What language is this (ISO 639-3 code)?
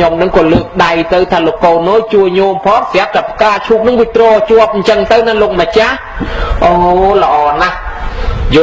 khm